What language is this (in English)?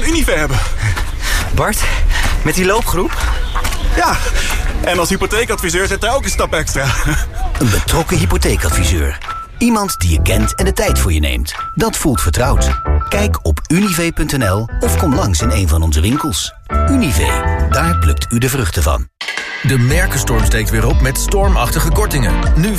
Dutch